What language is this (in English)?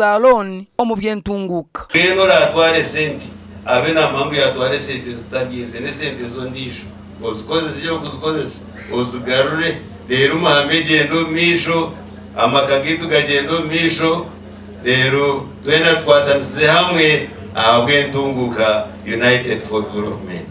Nyankole